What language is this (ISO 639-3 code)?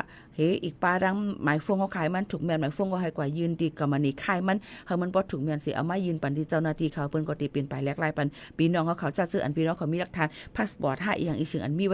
shn